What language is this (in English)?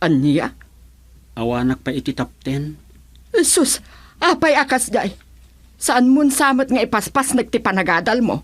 Iloko